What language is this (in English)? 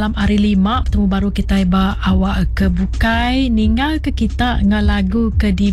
Iban